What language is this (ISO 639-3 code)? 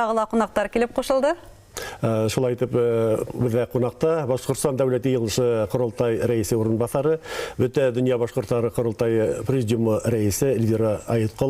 bak